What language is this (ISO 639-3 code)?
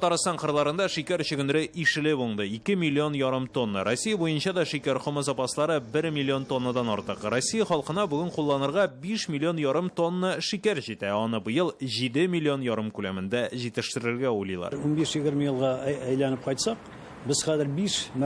tat